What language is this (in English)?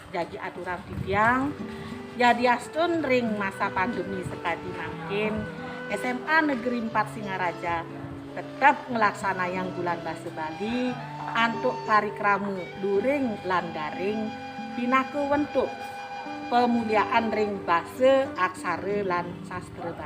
Balinese